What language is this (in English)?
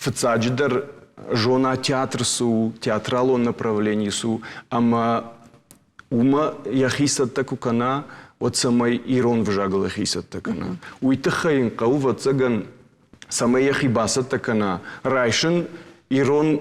Ossetic